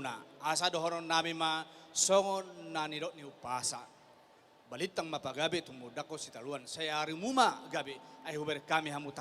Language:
Batak Toba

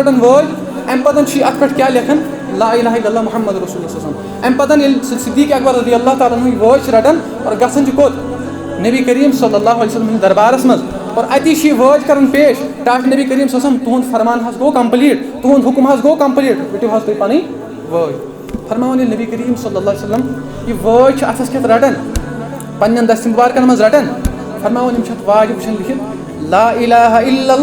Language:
Kashmiri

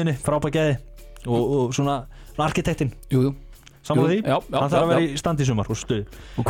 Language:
Icelandic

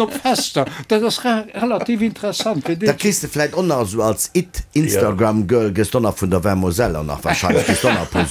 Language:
Luxembourgish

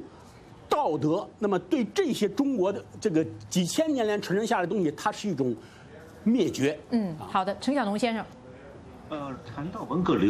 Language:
Chinese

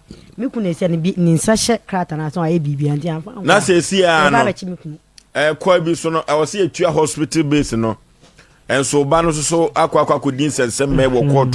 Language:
Akan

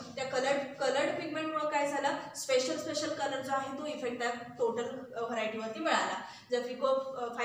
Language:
Marathi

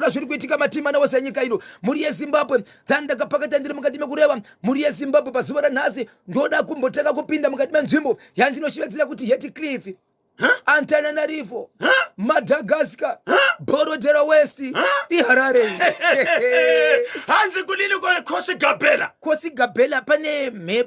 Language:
Shona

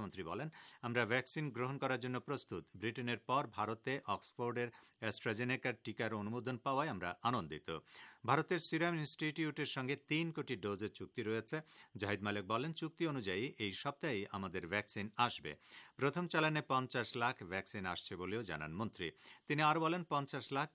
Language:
Bangla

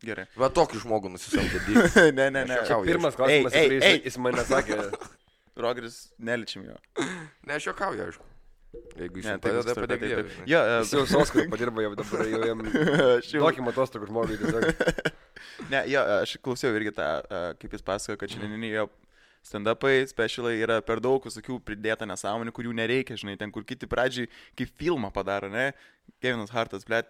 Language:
Lithuanian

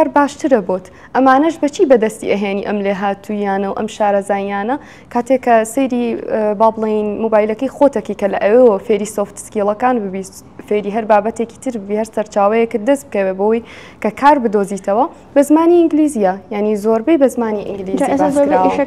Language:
Central Kurdish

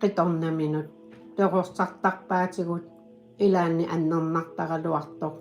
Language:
Kalaallisut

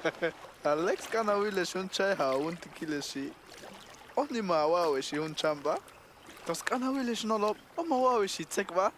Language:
Tojolabal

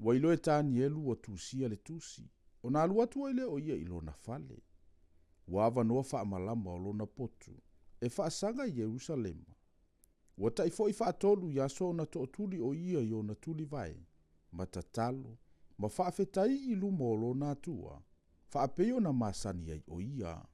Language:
Samoan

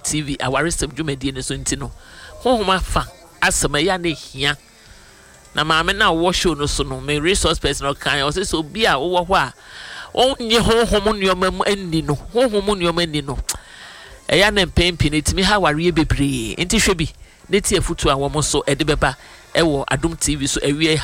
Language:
Akan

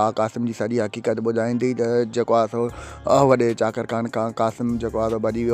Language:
Sindhi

